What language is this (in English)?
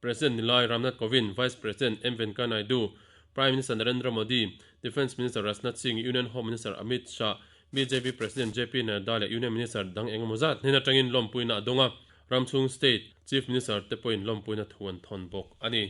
Mizo